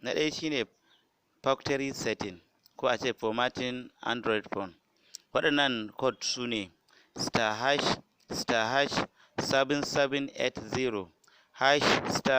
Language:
Hausa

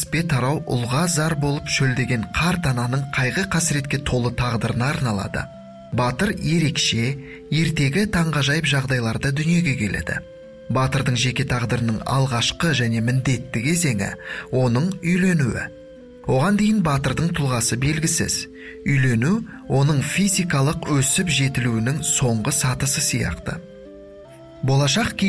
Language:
Kazakh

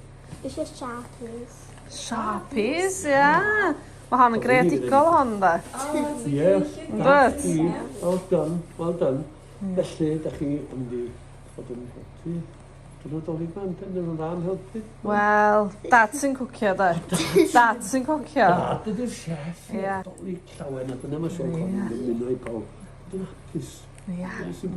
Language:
Welsh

